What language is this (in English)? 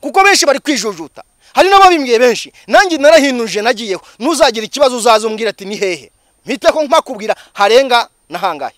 Kinyarwanda